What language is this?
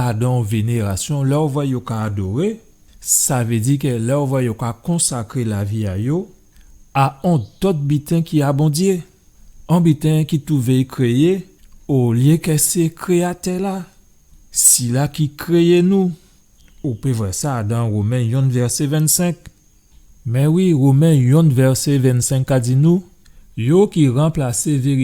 Guadeloupean Creole French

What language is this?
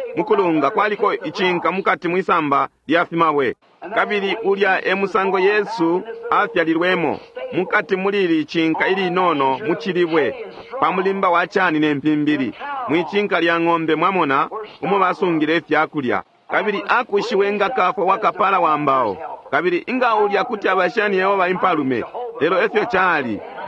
Bemba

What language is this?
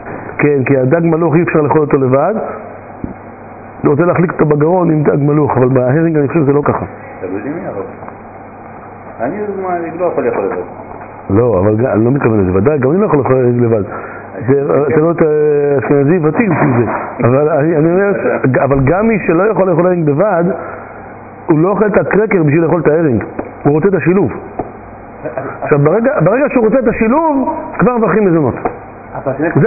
Hebrew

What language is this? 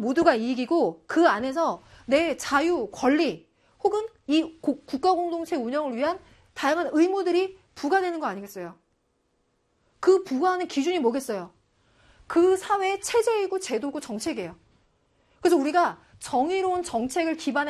Korean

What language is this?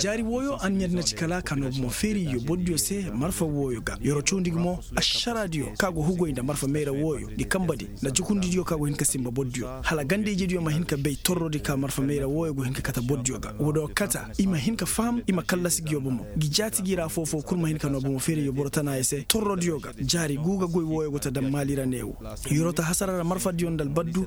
Koyraboro Senni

